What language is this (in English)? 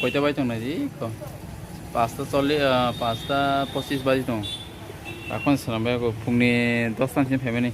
Kok Borok